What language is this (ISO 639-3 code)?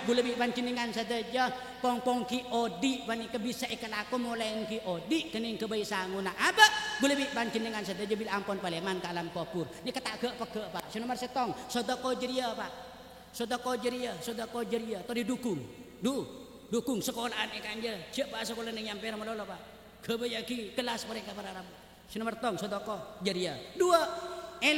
mad